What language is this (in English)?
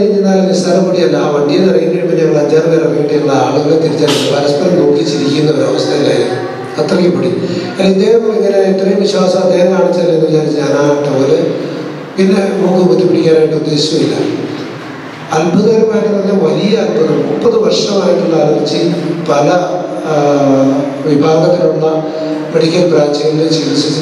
Malayalam